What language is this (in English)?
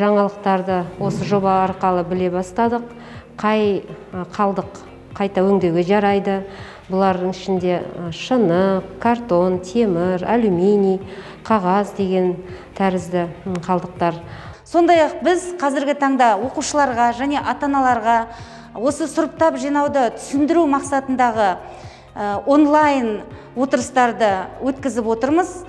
Kazakh